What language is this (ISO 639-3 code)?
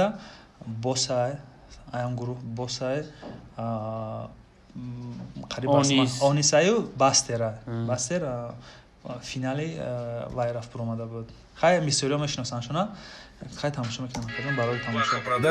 tgk